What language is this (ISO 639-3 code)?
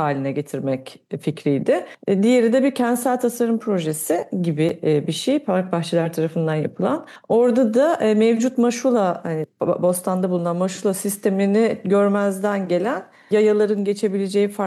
tur